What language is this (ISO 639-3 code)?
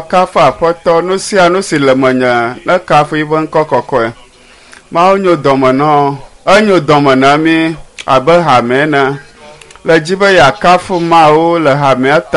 ewe